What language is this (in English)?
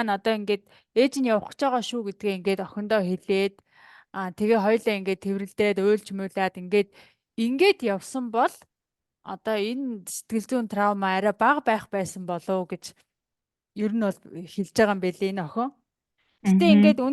Mongolian